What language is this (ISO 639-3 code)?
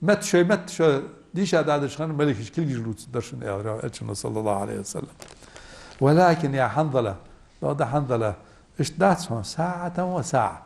inh